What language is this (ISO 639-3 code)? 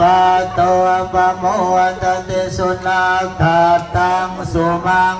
pli